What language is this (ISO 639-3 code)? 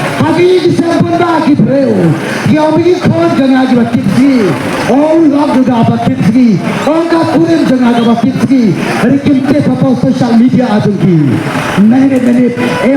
kha